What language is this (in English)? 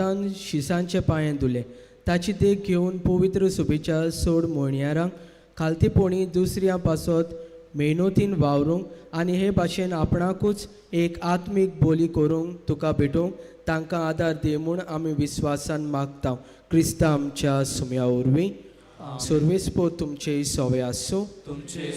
Konkani